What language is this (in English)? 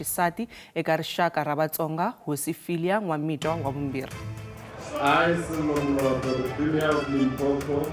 Tsonga